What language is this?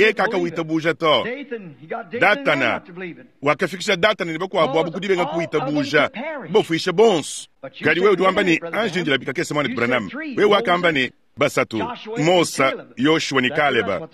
Luba-Lulua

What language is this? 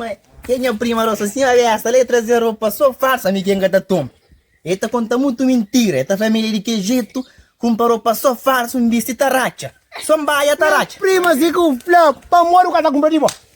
Kabuverdianu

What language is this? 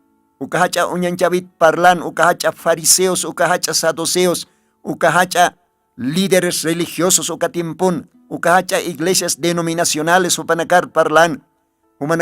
Aymara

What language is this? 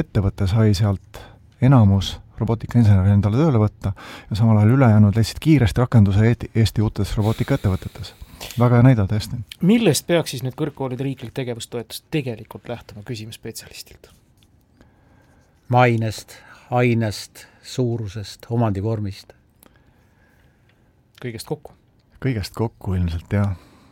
Estonian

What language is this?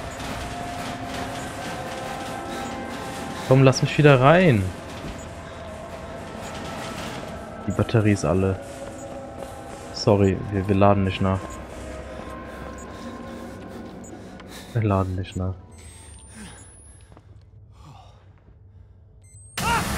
German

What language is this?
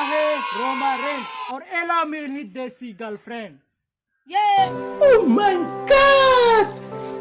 Chhattisgarhi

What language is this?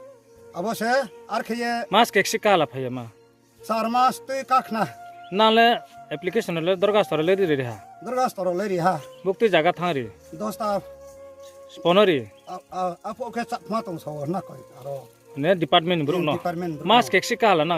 Riang (India)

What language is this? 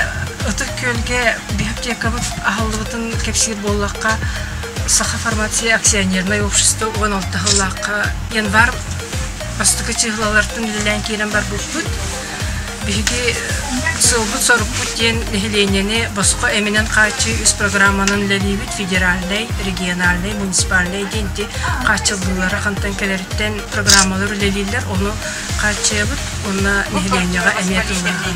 Yakut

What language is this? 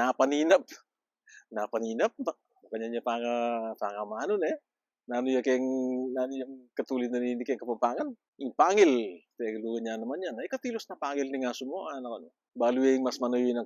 Pampanga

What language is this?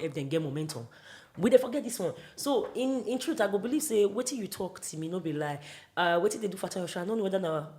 Nigerian Pidgin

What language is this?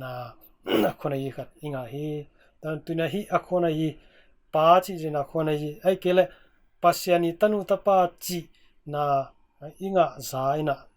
Tedim Chin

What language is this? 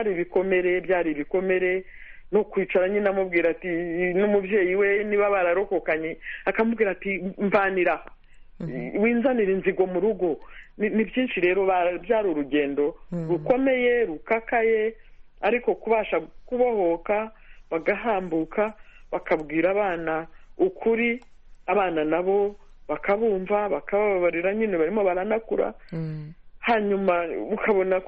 Kinyarwanda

